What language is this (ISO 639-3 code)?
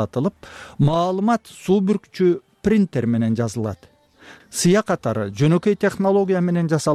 kir